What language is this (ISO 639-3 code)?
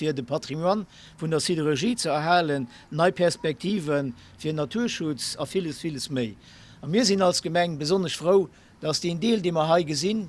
ltz